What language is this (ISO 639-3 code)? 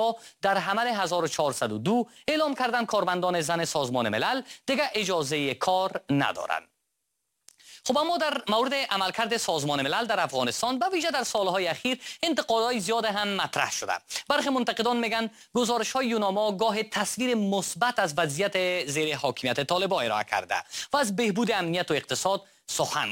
fas